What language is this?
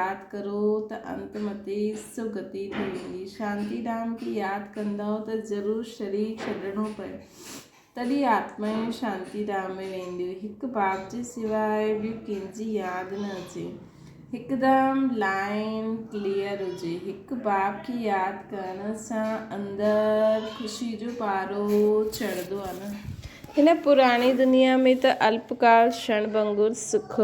Sindhi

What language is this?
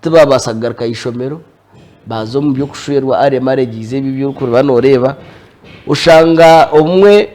Nyankole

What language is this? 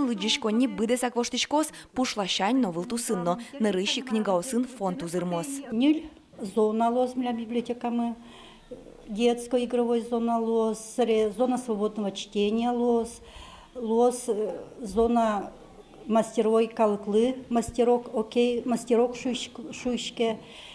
Udmurt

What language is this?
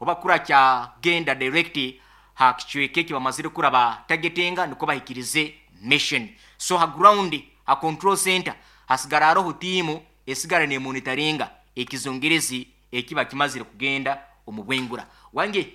Nyoro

